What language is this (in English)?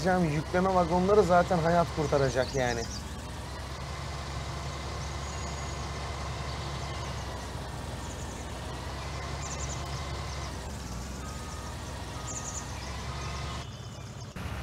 Turkish